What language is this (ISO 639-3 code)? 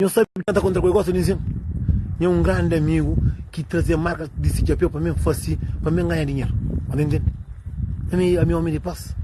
kea